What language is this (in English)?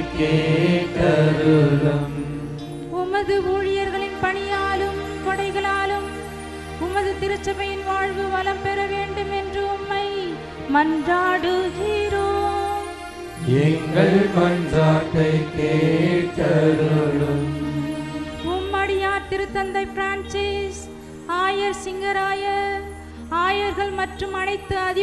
Tamil